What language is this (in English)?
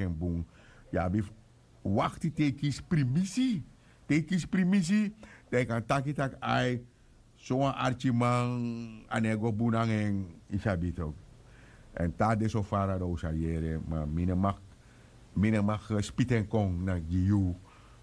Sranan Tongo